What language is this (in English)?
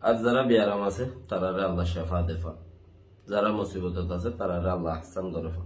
Rohingya